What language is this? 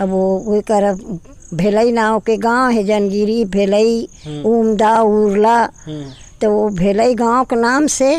Chhattisgarhi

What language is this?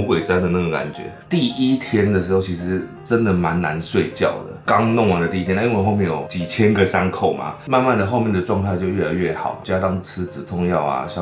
Chinese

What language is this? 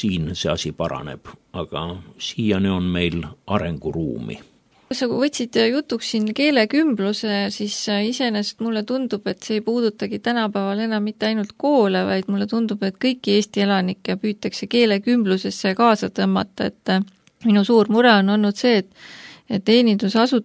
Estonian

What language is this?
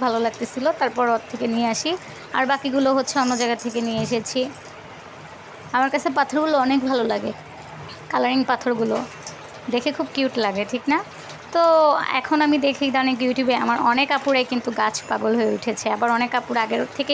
Bangla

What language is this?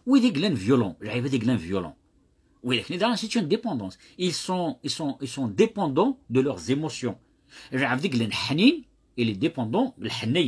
Kabyle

